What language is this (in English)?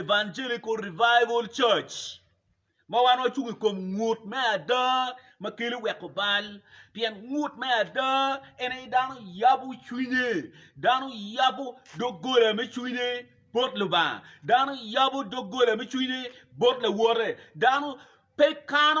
Acoli